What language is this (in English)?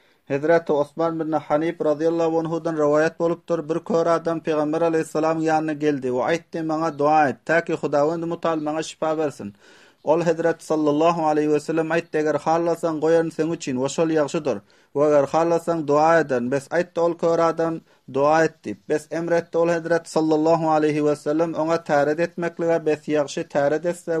Turkmen